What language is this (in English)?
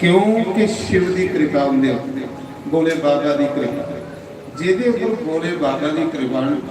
Dogri